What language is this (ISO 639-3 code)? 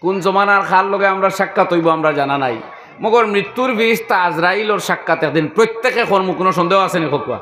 syl